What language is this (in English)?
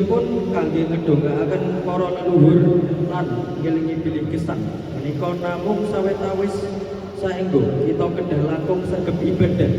Javanese